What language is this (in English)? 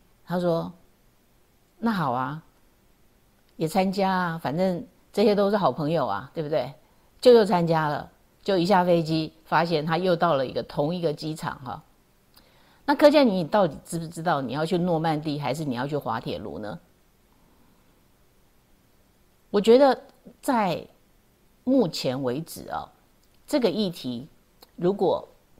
Chinese